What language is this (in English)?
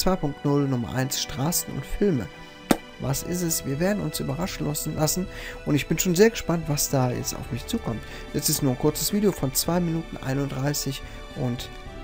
German